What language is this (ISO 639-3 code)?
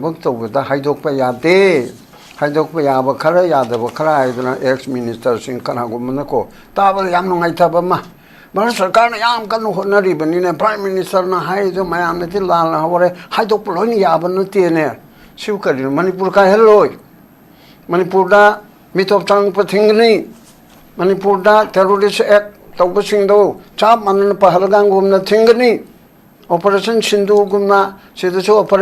mni